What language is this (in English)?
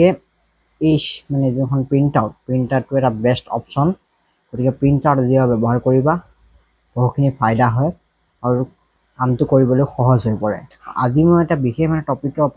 Assamese